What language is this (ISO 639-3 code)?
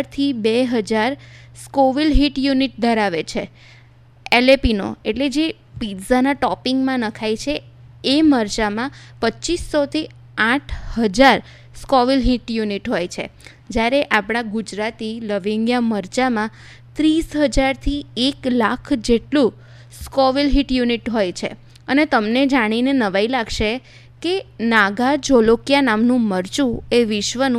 guj